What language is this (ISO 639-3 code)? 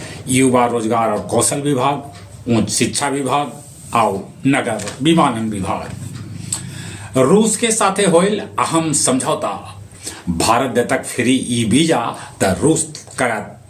mag